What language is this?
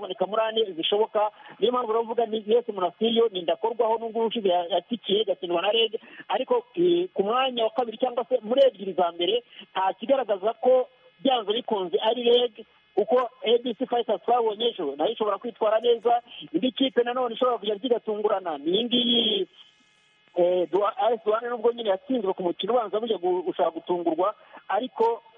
Kinyarwanda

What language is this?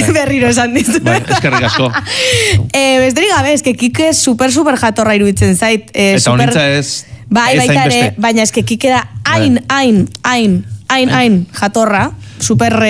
Basque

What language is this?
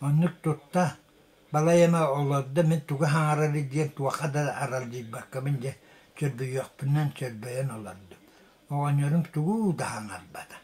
Yakut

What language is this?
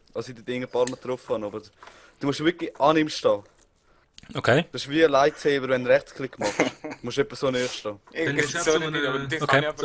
Swiss German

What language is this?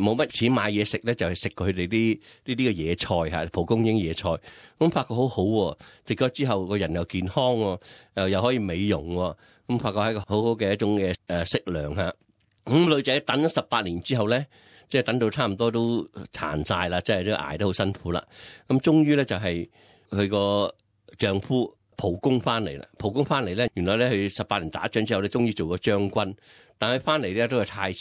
Cantonese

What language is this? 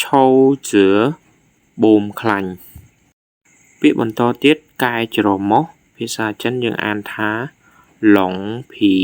Khmer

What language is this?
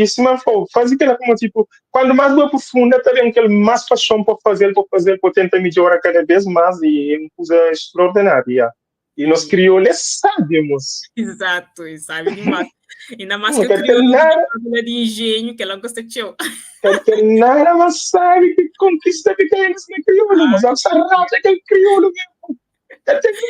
Kabuverdianu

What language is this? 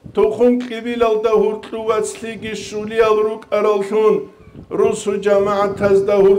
Avaric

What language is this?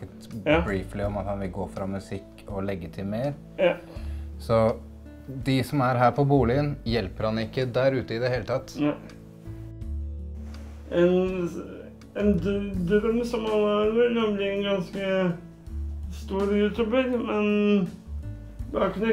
Norwegian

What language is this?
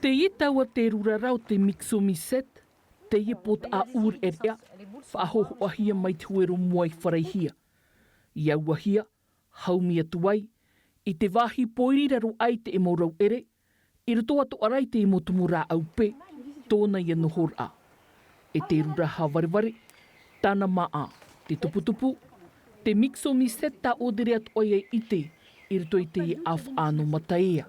Tahitian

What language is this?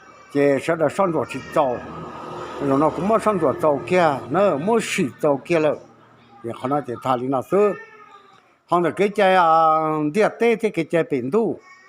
Hmong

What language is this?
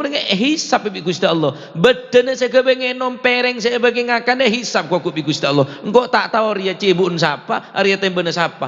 Madurese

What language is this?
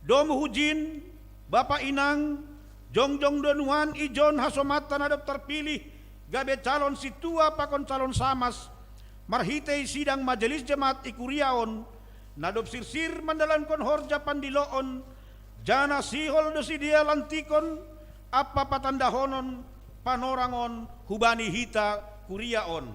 Batak Simalungun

